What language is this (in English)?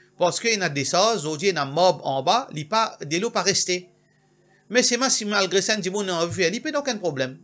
Morisyen